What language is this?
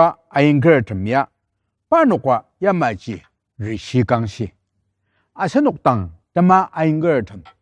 Ao Naga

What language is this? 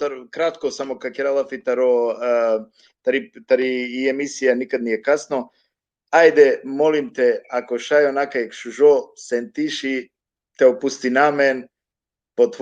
Balkan Romani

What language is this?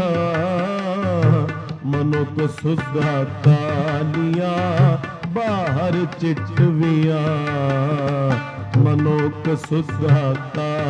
Punjabi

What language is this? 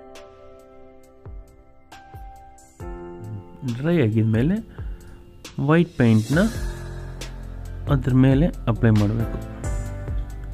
Kannada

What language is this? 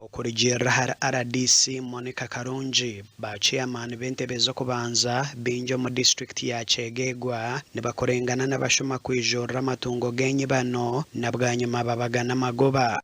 Nyankole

